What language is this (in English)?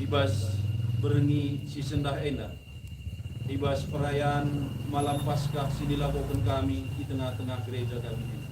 Batak Karo